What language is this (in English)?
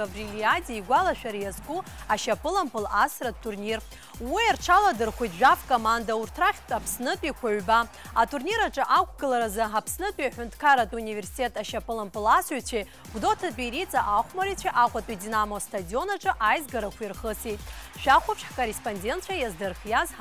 Abkhazian